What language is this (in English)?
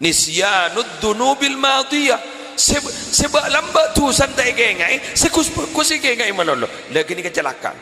Madurese